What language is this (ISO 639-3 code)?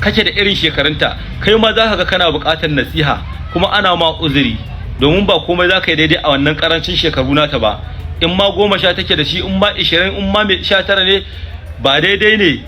hau